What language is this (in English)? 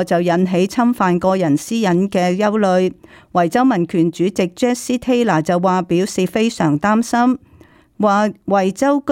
Cantonese